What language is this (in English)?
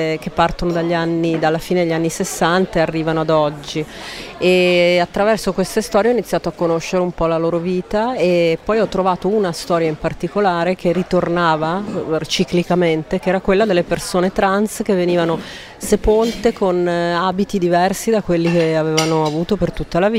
Italian